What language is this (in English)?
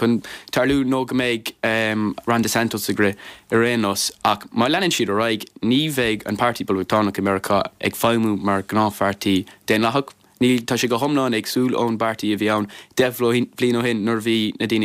Irish